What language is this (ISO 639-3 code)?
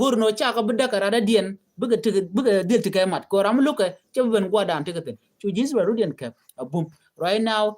nus